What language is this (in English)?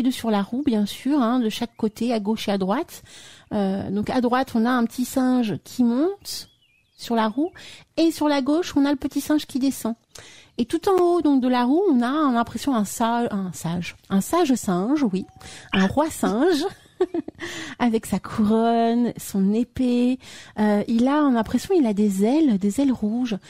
French